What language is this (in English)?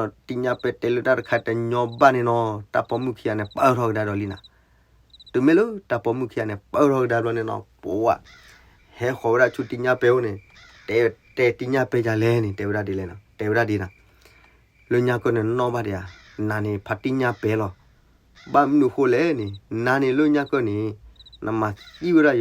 S'gaw Karen